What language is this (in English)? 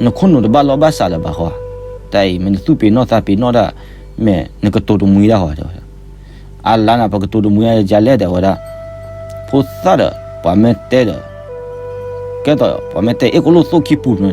S'gaw Karen